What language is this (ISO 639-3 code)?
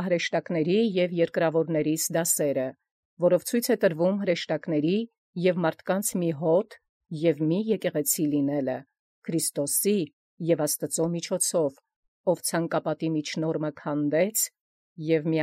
hye